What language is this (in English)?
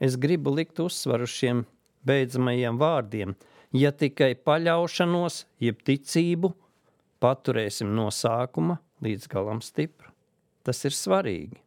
Latvian